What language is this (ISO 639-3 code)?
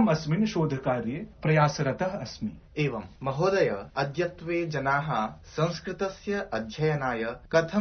san